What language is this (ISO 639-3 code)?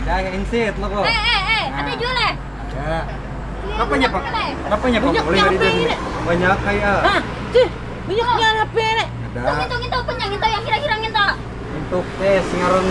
bjn